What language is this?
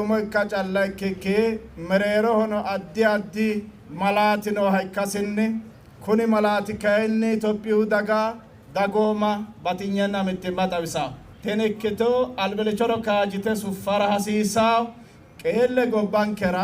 Sidamo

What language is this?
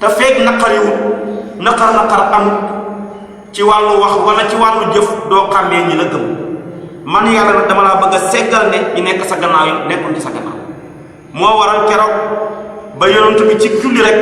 Wolof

